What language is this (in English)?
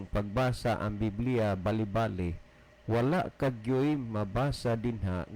Cebuano